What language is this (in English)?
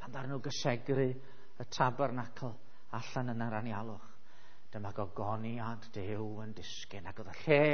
Welsh